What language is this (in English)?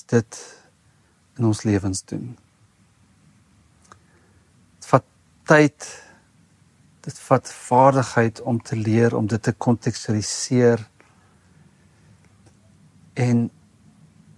Afrikaans